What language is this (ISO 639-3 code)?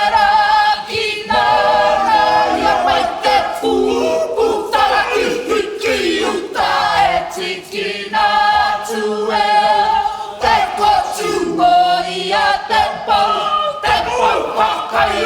mri